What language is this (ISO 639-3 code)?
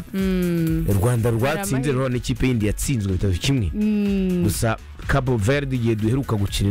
kin